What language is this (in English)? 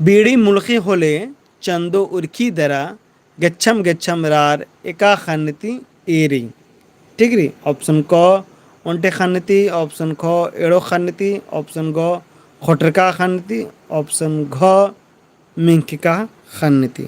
Kurukh